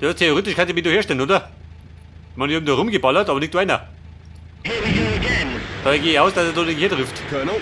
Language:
Bavarian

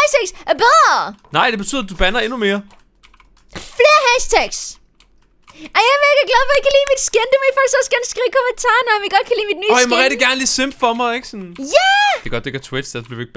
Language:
Danish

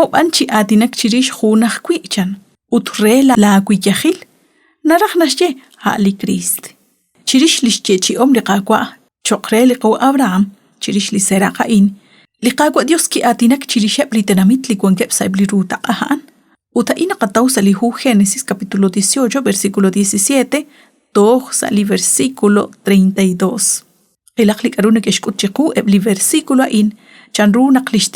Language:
Kekchí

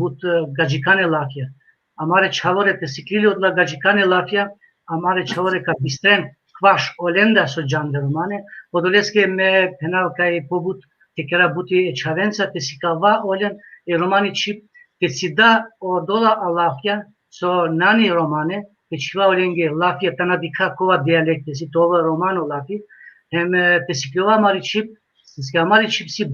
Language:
Balkan Romani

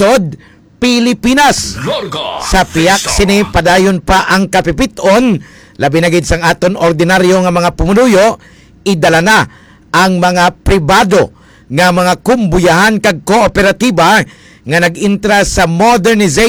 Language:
Hiligaynon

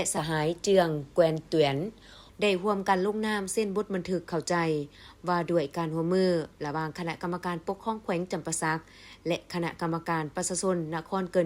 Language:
Lao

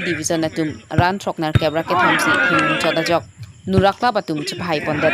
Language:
Karbi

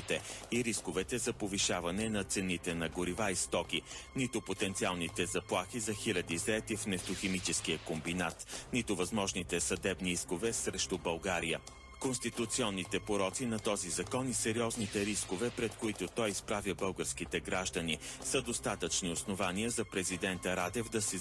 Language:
Bulgarian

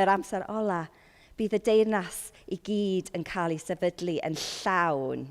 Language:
Welsh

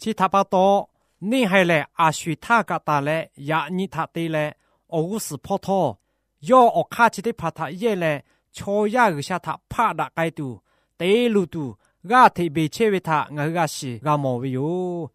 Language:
Lahu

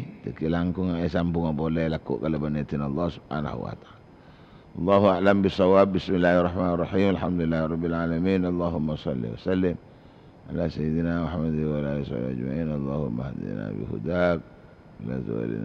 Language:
Madurese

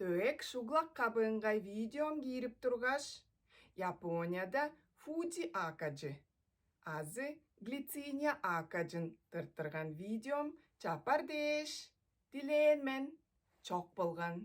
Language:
Tuvinian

